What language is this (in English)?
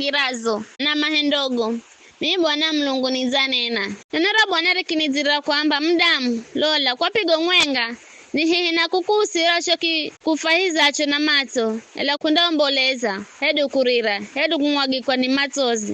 Giryama